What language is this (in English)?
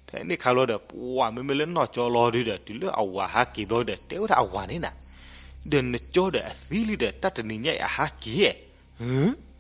S'gaw Karen